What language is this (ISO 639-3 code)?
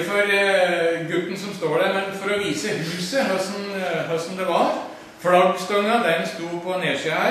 nor